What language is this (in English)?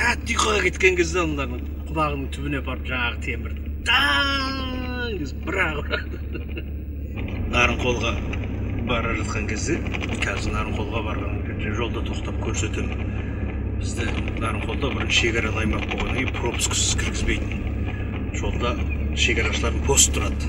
Kazakh